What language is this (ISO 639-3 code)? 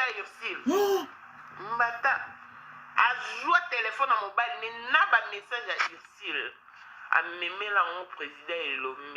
lin